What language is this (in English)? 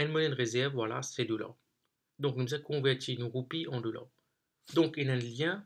Morisyen